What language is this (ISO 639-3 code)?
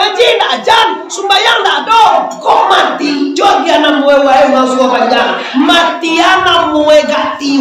min